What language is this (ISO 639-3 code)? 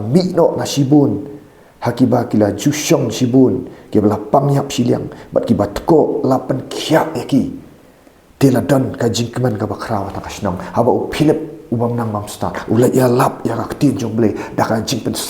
kha